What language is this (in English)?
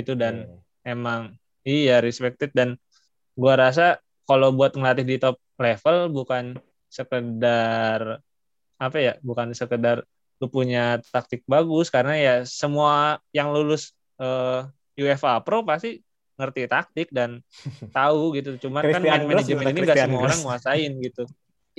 Indonesian